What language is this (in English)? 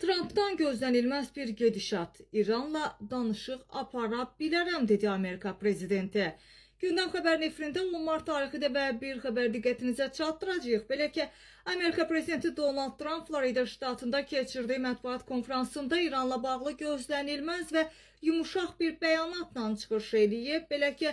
Azerbaijani